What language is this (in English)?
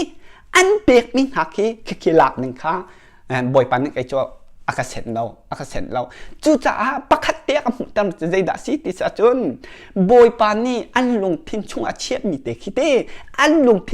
Hakha Chin